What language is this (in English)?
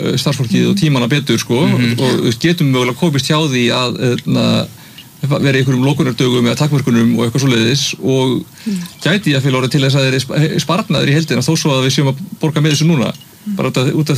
Icelandic